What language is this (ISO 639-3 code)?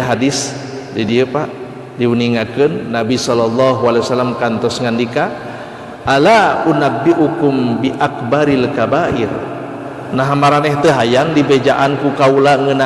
sun